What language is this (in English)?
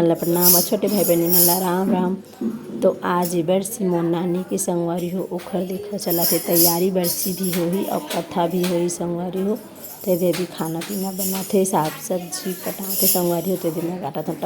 Chhattisgarhi